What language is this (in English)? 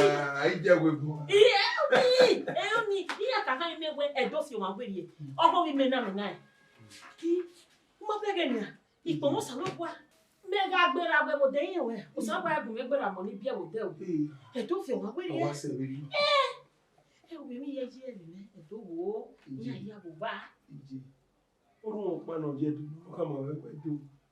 Bini